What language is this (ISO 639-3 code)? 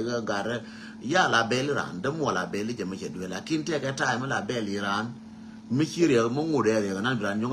nus